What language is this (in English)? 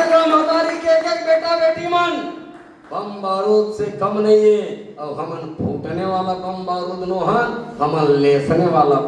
Chhattisgarhi